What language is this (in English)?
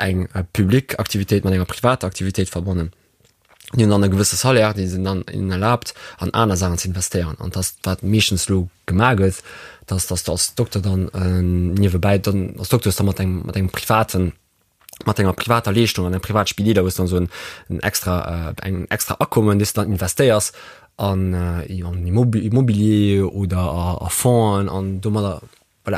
Luxembourgish